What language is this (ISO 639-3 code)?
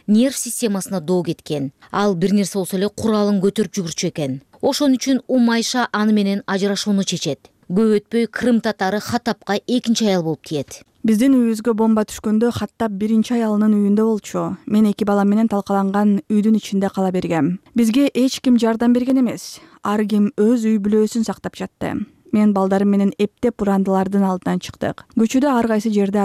kir